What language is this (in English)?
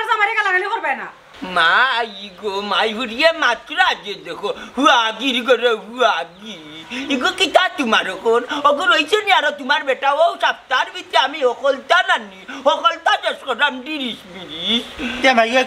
Sylheti